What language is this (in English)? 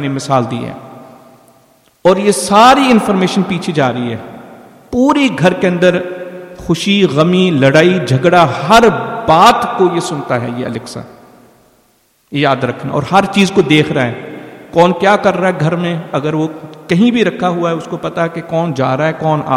Urdu